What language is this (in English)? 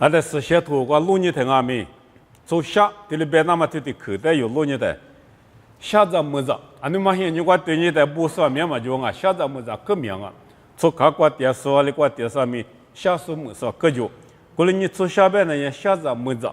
Lisu